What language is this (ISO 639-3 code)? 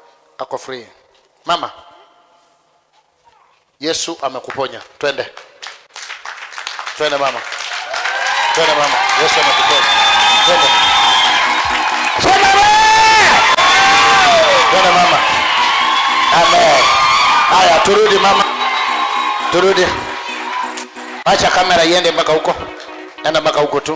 swa